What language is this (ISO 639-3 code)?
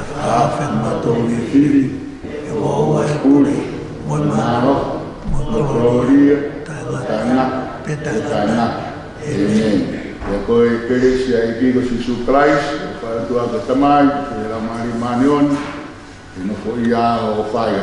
ton